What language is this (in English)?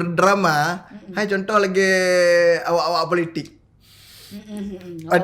Achinese